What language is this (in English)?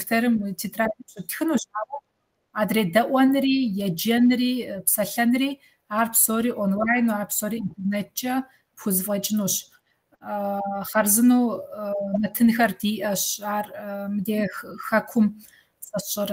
Kabardian